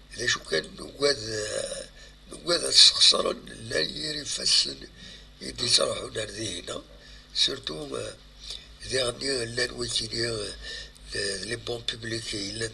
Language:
Kabyle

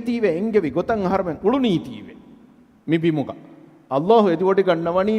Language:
Divehi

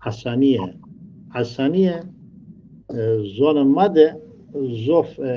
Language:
Zaza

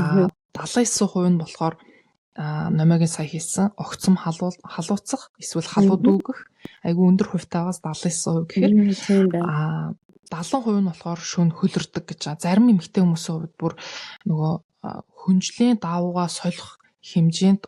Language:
Mongolian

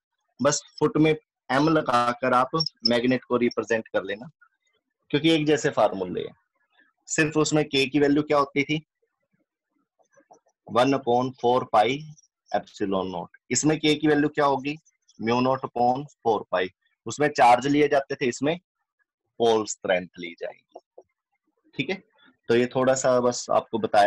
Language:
Hindi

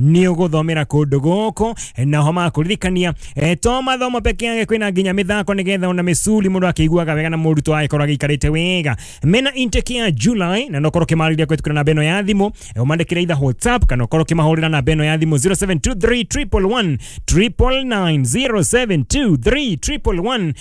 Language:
Kikuyu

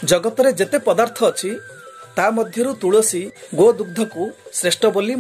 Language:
Odia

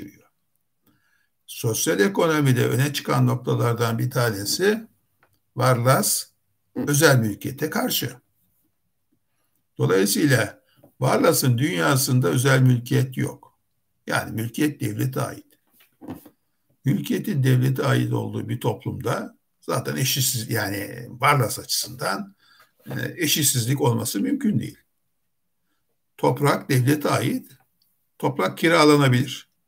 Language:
Turkish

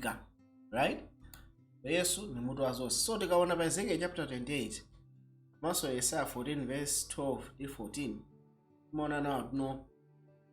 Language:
Nyanja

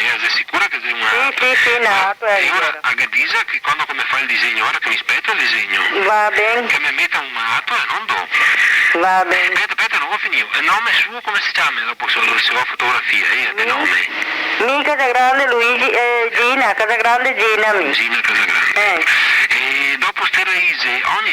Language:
Venetian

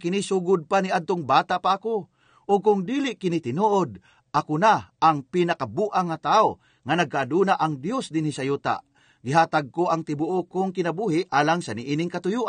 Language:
Cebuano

